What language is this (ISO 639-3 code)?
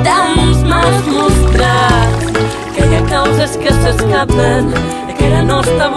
cat